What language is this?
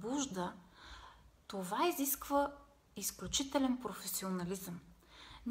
Bulgarian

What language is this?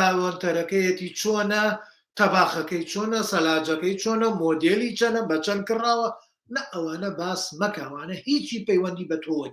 Central Kurdish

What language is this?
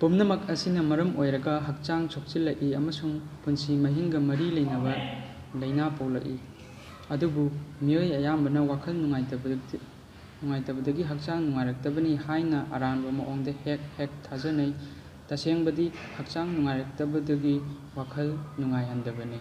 Manipuri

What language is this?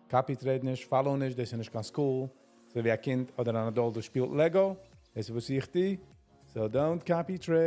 Yiddish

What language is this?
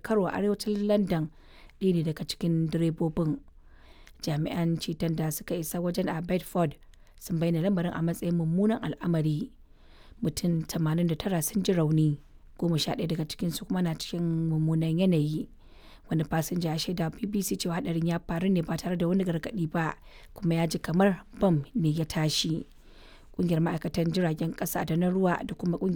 Hausa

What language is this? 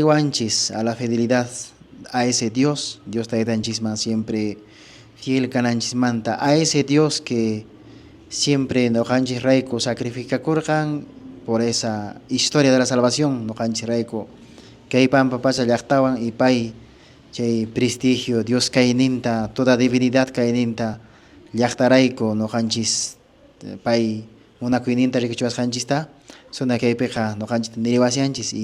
Quechua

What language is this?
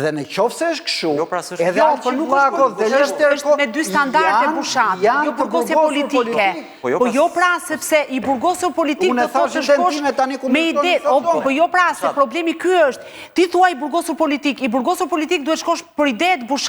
Albanian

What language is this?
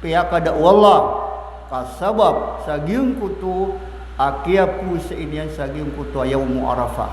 Maranao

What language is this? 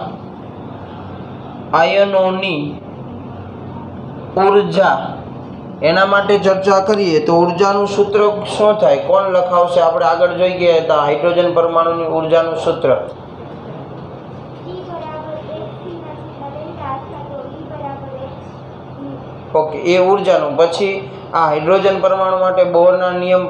Gujarati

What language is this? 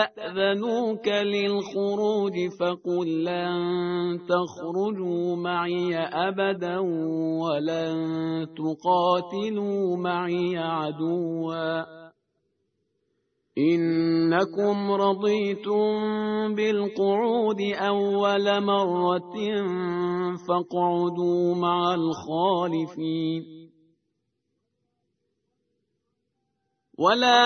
Arabic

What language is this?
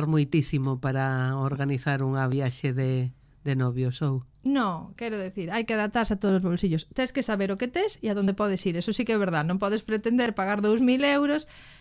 Galician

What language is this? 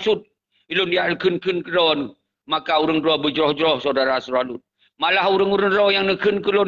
Achinese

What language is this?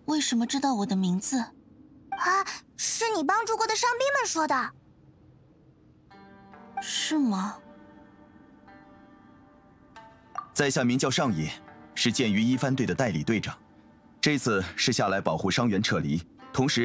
Chinese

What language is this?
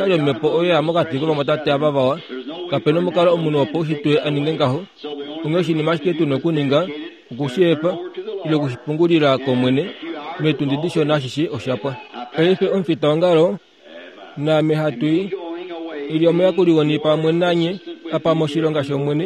Kuanyama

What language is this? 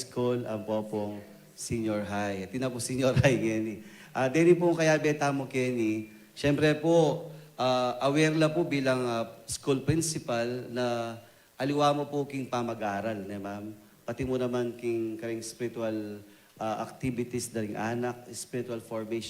Pampanga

